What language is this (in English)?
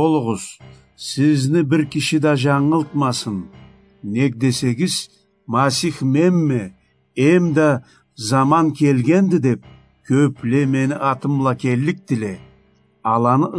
Karachay-Balkar